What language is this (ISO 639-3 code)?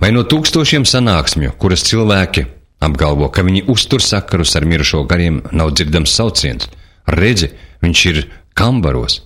lav